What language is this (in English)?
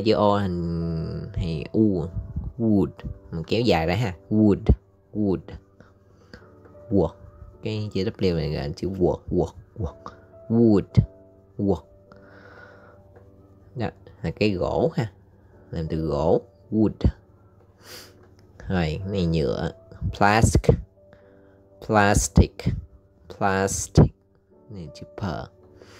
Vietnamese